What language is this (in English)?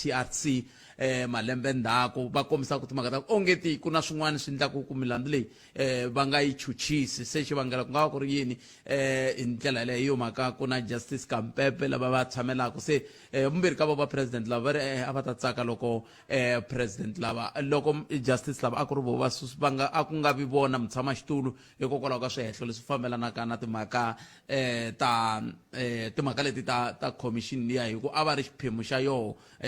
Tsonga